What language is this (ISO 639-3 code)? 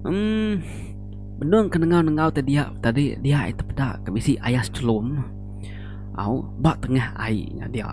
iba